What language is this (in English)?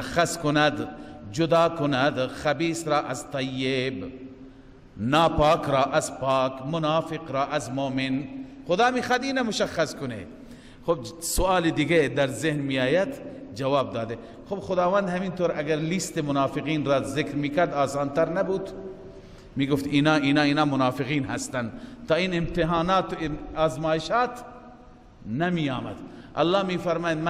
Persian